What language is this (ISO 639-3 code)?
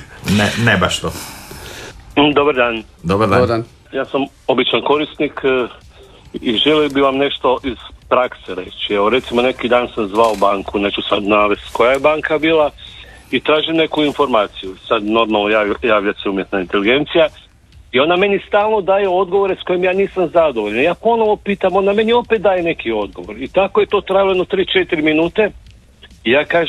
hrv